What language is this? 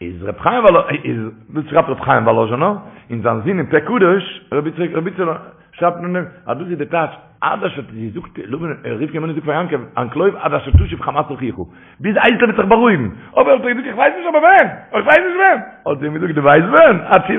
Yiddish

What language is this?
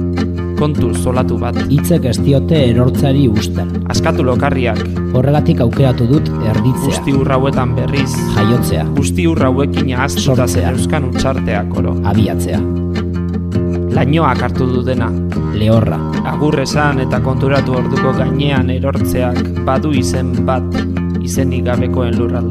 Basque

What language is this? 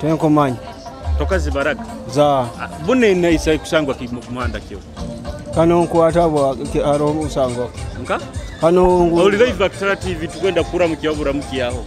Nyoro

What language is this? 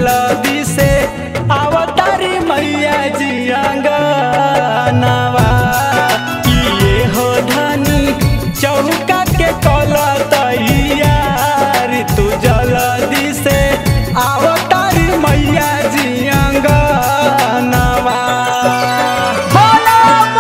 Bhojpuri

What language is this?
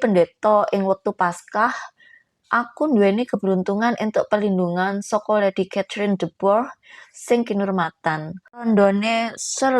Javanese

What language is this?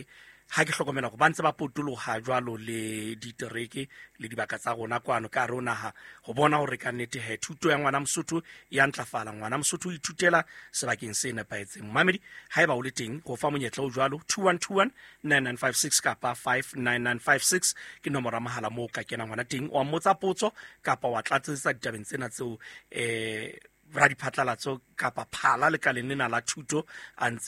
Southern Sotho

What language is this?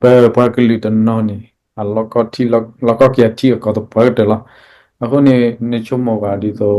S'gaw Karen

